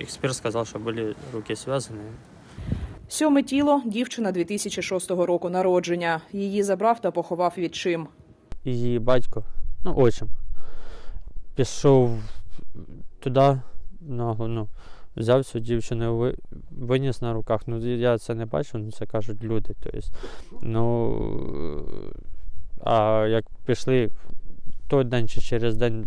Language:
Ukrainian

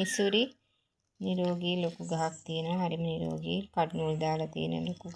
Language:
Sinhala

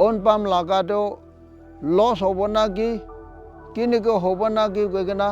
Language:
Naga Pidgin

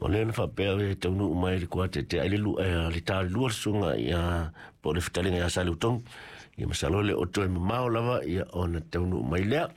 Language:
Samoan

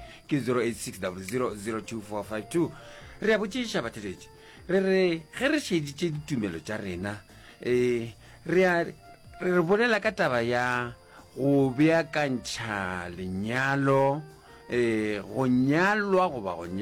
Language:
Northern Sotho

